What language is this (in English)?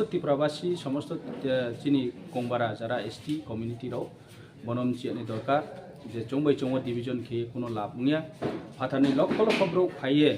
Kok Borok